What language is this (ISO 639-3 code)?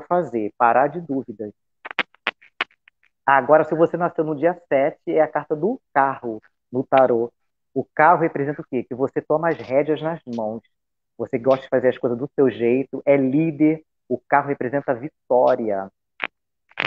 por